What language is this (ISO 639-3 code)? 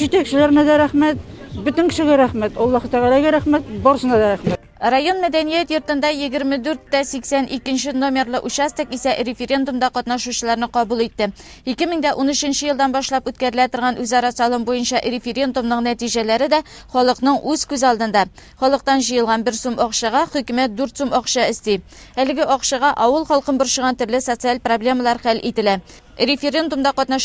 tat